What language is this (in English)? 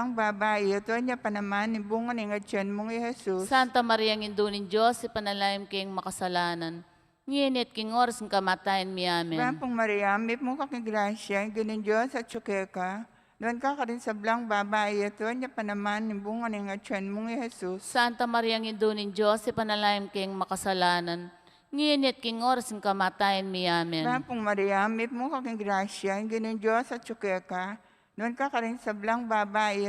Pampanga